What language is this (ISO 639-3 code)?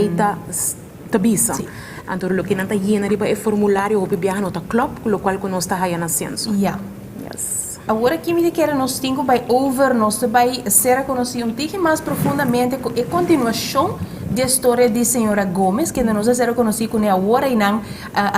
pap